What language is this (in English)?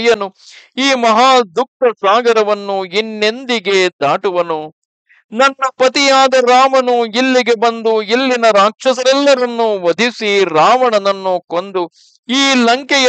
Kannada